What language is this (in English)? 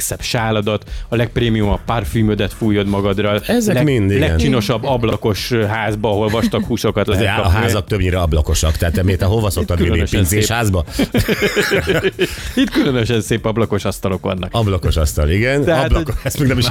Hungarian